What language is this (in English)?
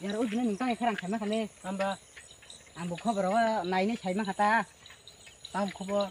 Kok Borok